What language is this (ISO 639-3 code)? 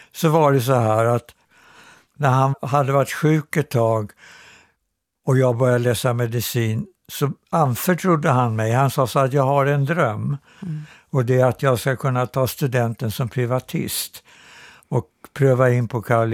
swe